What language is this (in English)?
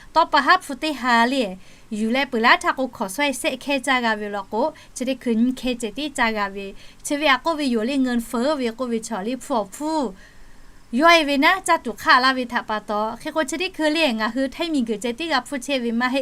Lahu